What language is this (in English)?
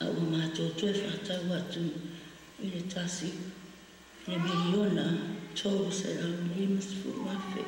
Samoan